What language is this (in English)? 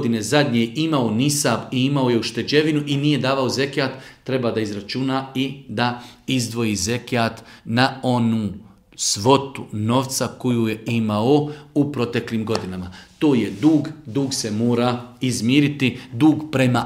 Bosnian